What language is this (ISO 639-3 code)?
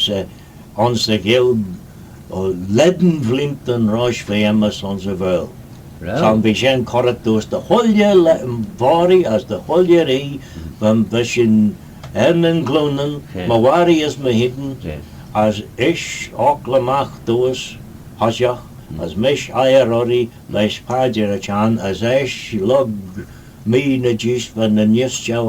glv